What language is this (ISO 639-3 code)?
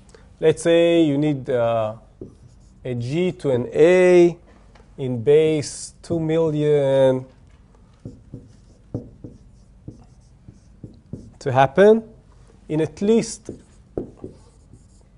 eng